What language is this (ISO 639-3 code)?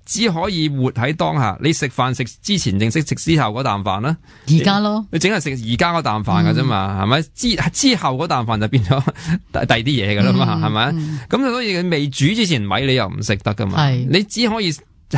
yue